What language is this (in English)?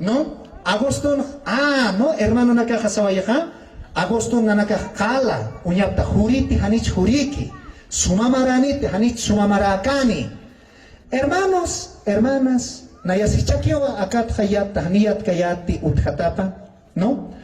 Aymara